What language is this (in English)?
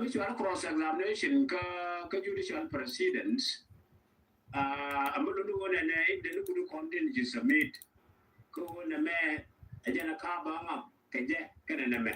Nuer